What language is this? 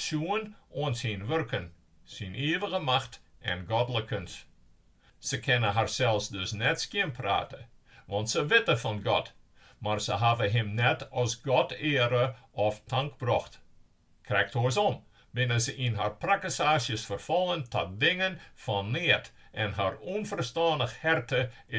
Western Frisian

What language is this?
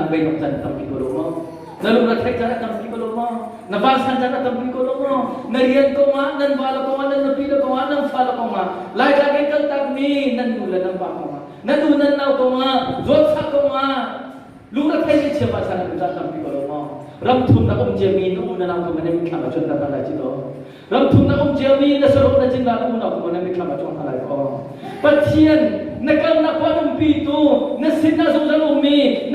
Hakha Chin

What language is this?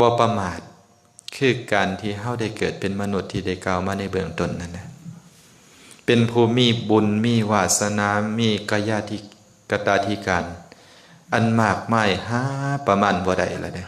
Lao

